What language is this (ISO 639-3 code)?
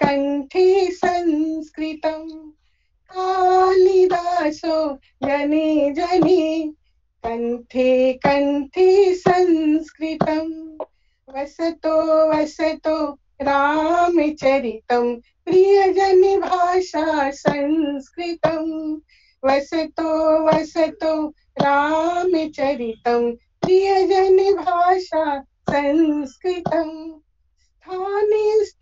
san